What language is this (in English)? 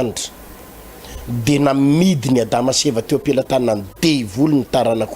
Malagasy